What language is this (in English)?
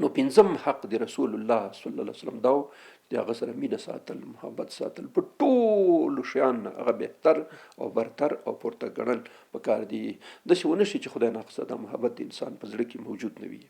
Pashto